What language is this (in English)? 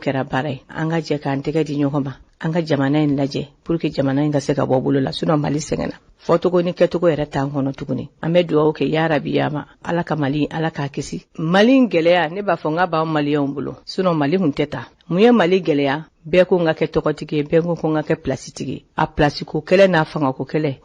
Bambara